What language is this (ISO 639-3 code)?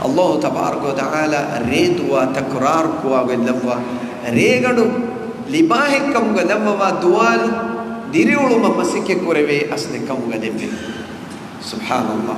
div